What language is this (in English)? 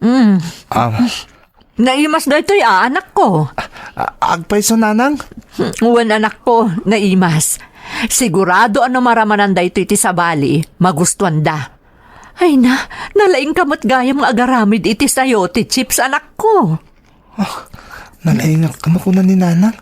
Iloko